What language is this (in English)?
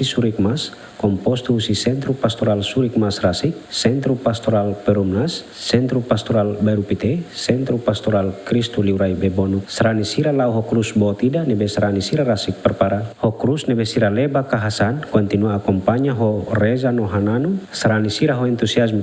Tetum